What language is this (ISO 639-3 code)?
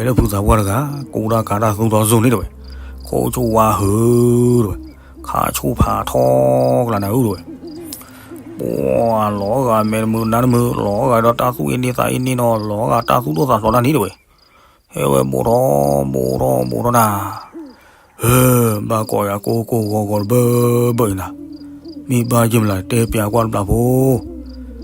ksw